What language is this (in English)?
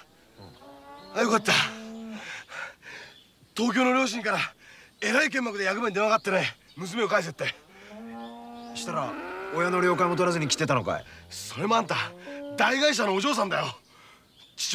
Japanese